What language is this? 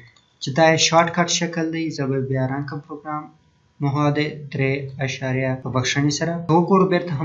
Pashto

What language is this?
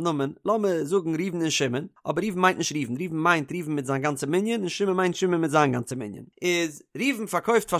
Yiddish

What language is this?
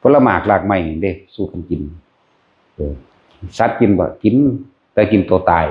Northeastern Thai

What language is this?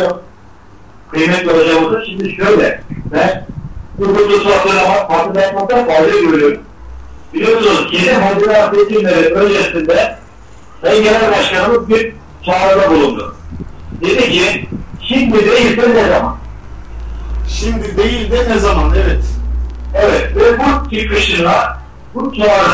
Turkish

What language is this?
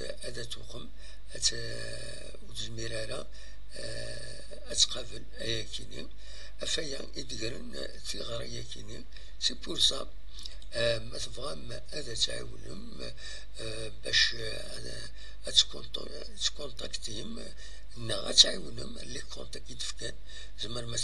Kabyle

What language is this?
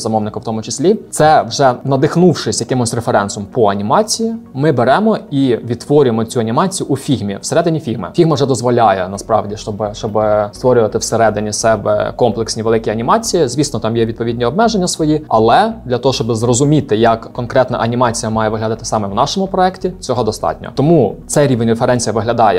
Ukrainian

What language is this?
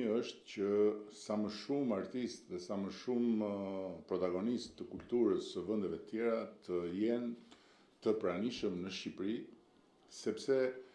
Albanian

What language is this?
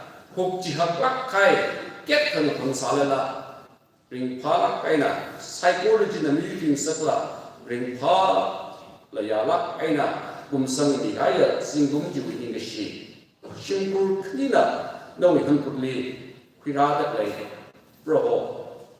Tangkhul Naga (India)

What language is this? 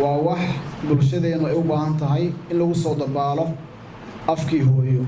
Somali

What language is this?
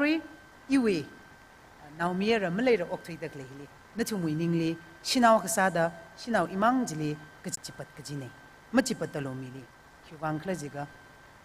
Tangkhul Naga (India)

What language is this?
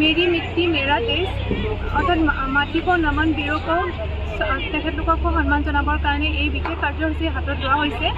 Assamese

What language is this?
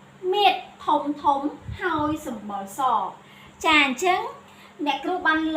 Khmer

